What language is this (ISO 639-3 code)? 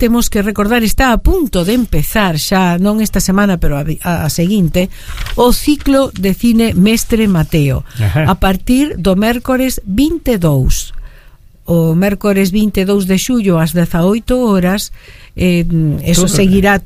glg